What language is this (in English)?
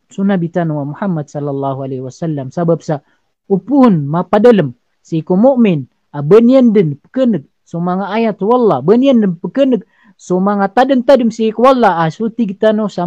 Maranao